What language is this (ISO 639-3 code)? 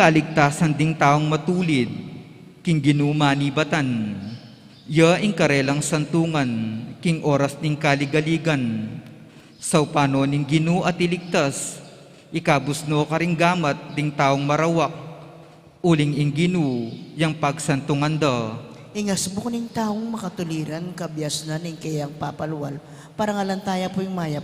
pam